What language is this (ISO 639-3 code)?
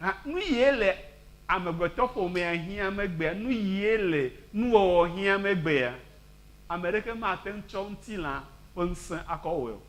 ewe